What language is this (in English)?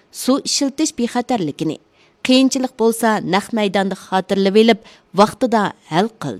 Uyghur